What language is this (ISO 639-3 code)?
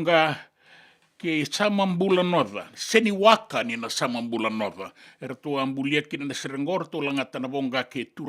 fij